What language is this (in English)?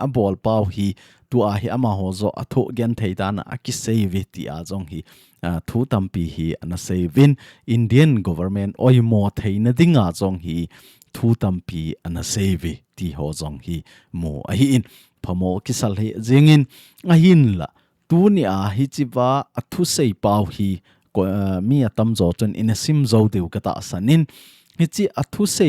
Thado Chin